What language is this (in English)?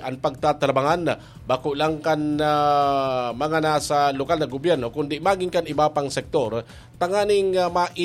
Bikol